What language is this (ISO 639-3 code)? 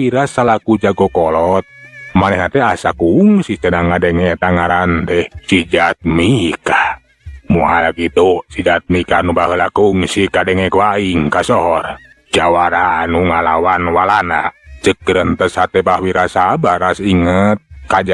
sun